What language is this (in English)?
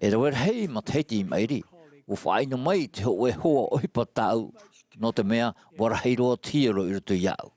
Tahitian